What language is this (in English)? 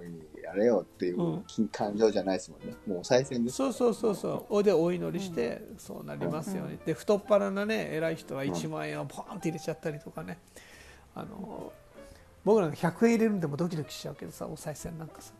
Japanese